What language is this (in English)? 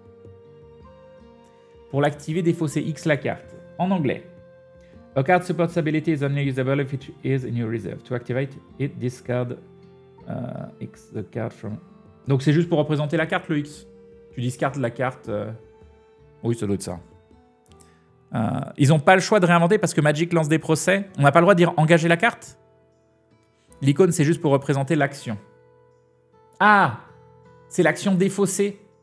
French